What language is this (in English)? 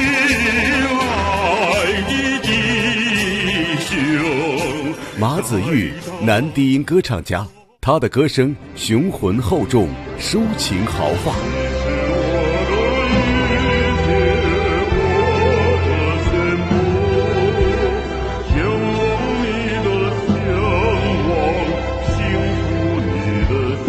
Chinese